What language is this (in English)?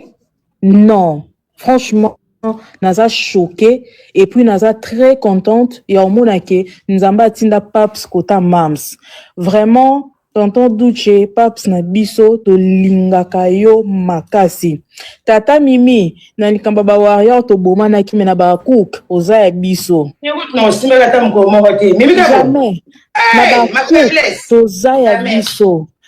Lingala